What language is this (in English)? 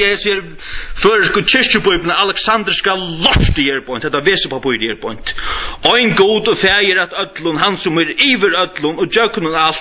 Faroese